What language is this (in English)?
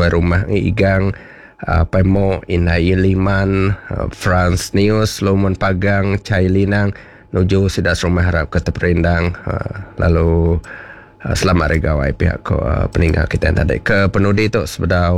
Iban